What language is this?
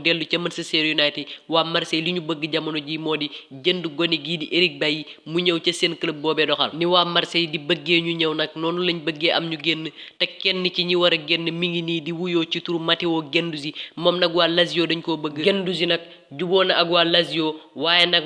Wolof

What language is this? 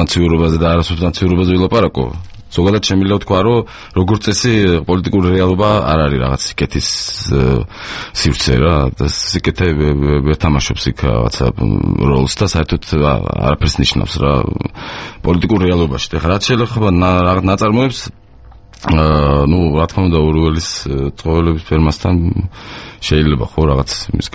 Georgian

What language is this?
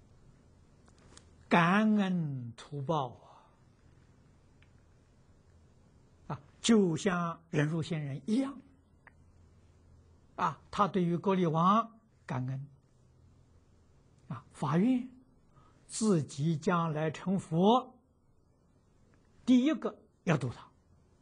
Chinese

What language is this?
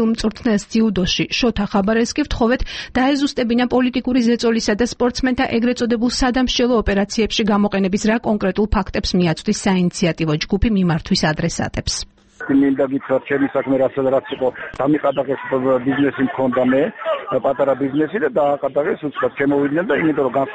Georgian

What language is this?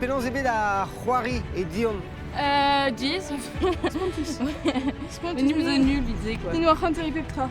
Breton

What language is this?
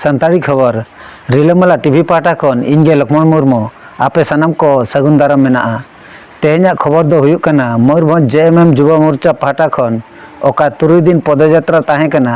Santali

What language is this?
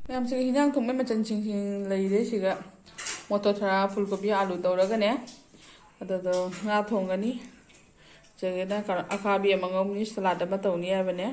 Manipuri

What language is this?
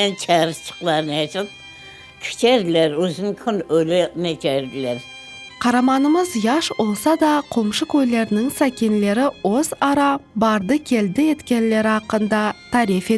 Crimean Tatar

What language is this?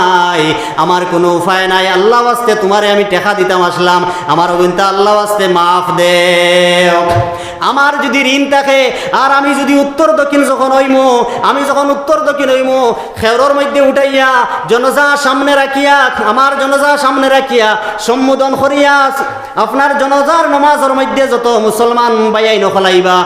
Sylheti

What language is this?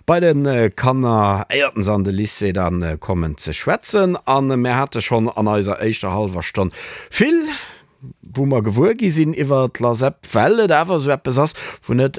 Luxembourgish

